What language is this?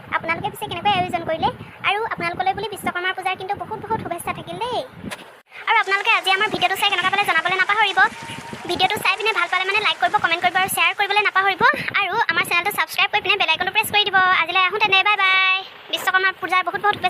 Assamese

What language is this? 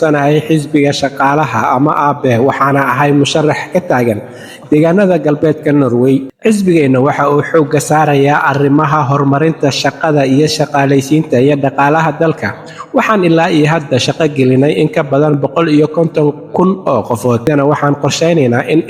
Somali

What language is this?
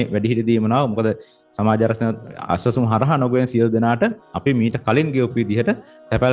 Sinhala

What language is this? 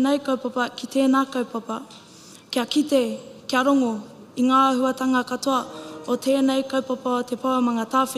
Māori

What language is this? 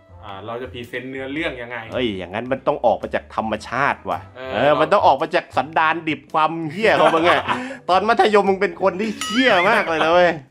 Thai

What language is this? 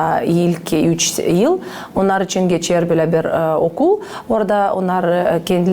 Gagauz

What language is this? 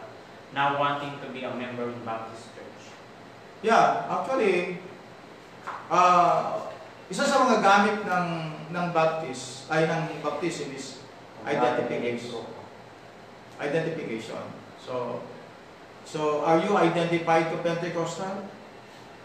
Filipino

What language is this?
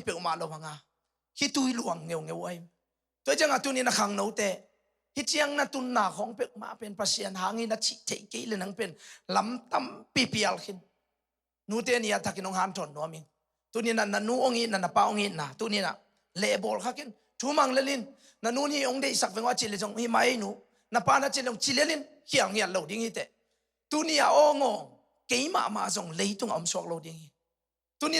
Tedim Chin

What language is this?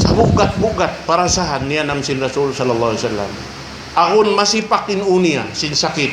Tausug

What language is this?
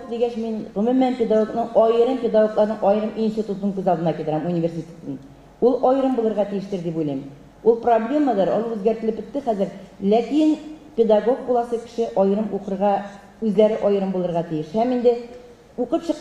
Tatar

